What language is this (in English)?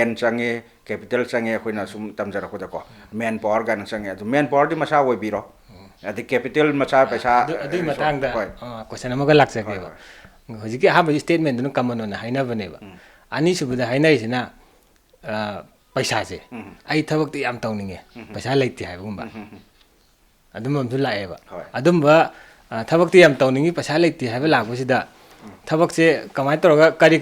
Manipuri